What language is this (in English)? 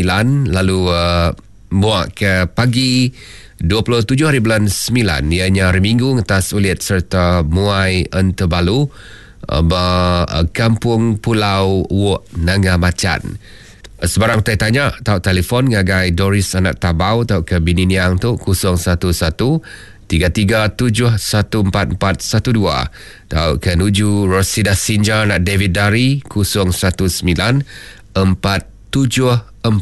Iban